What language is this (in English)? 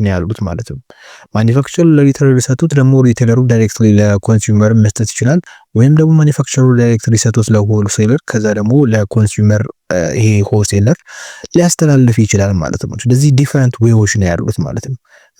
Amharic